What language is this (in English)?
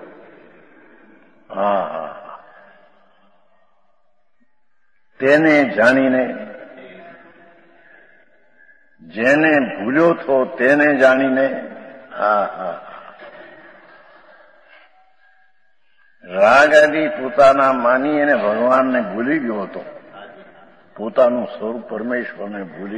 Gujarati